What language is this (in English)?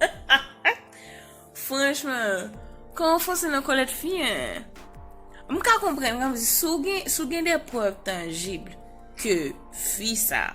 Haitian Creole